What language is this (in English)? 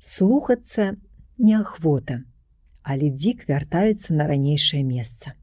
Belarusian